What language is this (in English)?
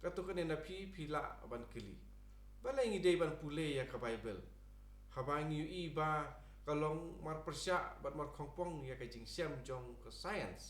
Khasi